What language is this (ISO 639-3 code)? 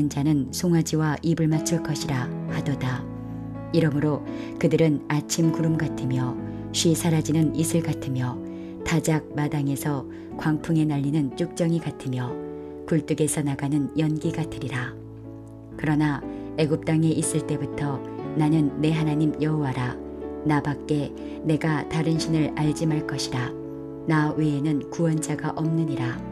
kor